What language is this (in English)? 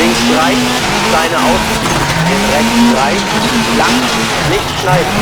Bavarian